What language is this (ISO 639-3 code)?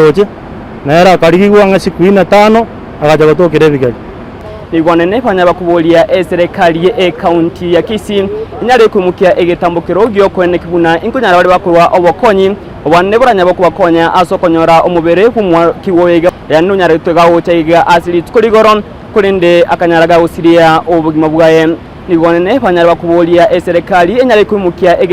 guz